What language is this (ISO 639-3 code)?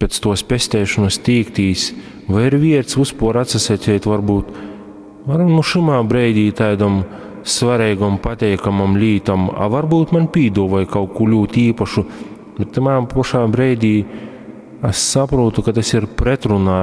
ltg